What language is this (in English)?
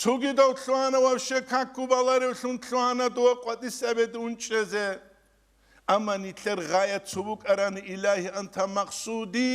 Avaric